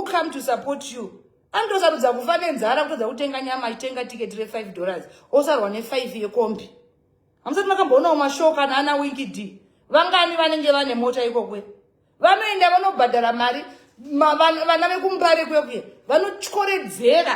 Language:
Shona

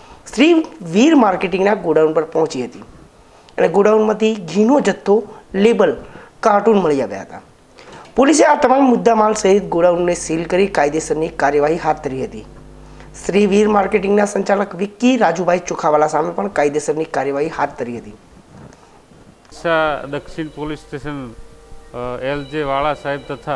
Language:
Gujarati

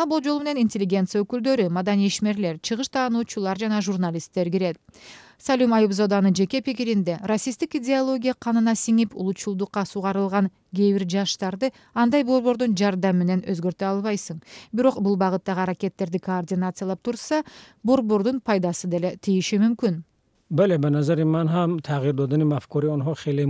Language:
Kyrgyz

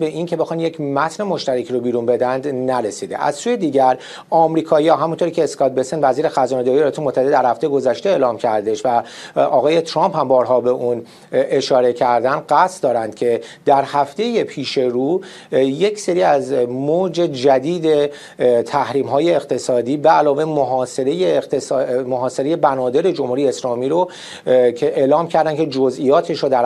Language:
Persian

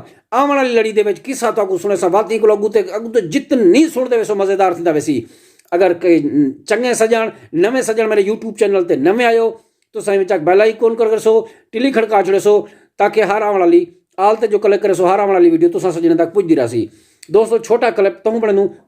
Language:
Saraiki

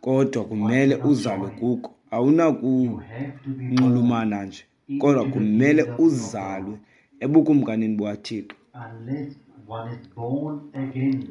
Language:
Xhosa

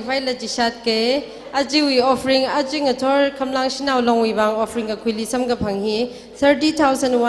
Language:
Tangkhul Naga (India)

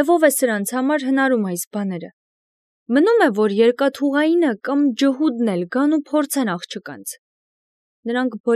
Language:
Armenian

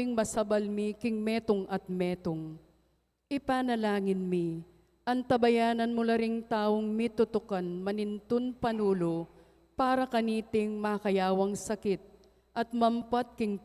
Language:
Pampanga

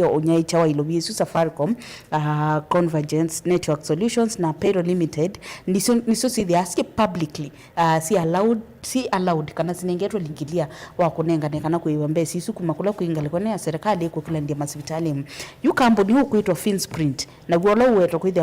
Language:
Kamba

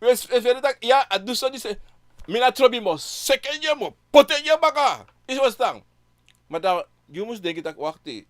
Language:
Sranan Tongo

